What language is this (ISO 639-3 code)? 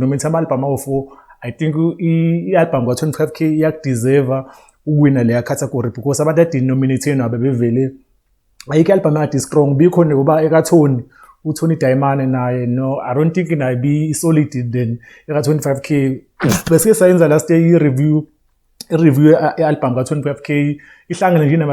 zul